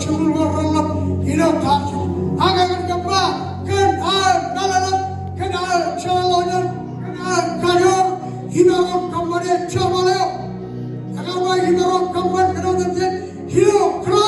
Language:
Marshallese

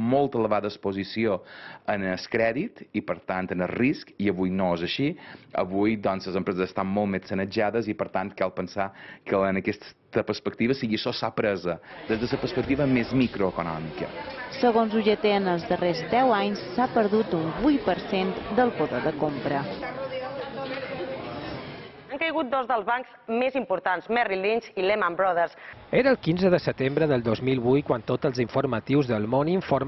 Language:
Catalan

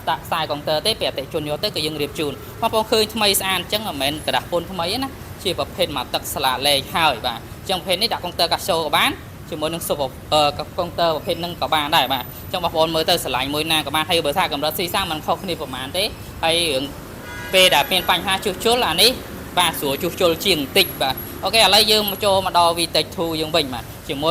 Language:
Khmer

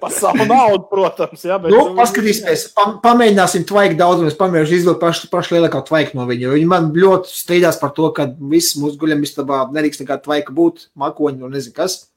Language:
Latvian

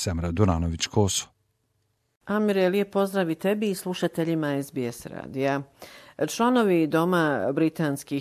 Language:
Bosnian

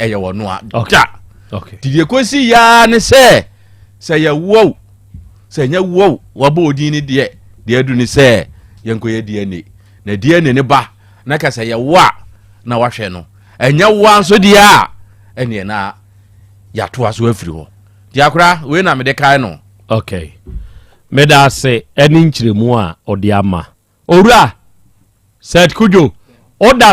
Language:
Akan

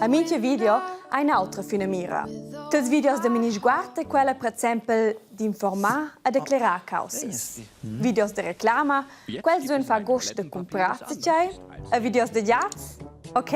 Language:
Romansh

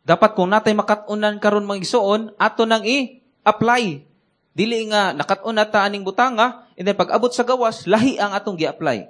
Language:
Cebuano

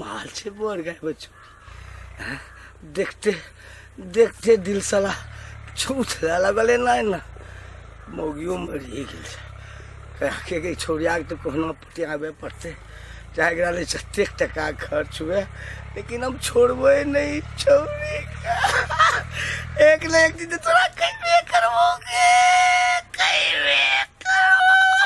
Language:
Maithili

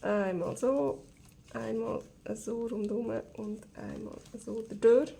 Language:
Swiss German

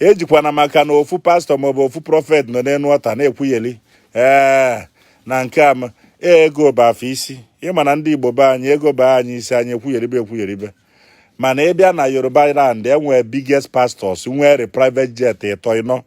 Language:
Igbo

